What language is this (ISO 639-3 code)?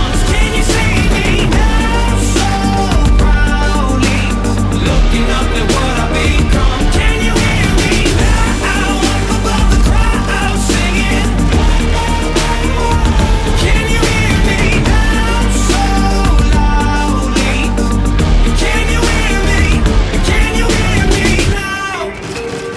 eng